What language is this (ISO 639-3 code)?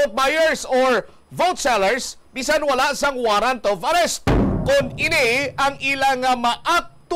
hil